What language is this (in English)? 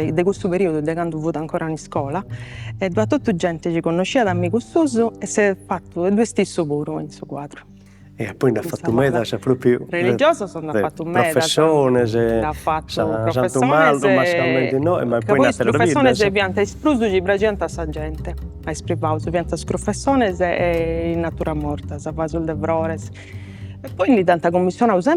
Sardinian